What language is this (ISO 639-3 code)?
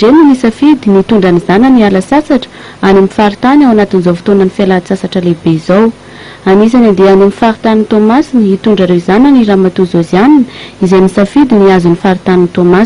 mlg